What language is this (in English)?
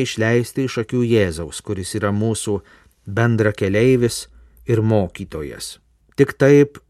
Lithuanian